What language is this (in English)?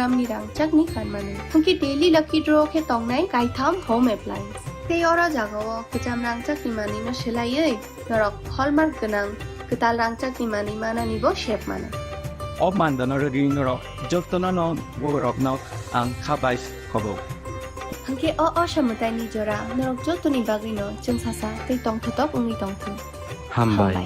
Kok Borok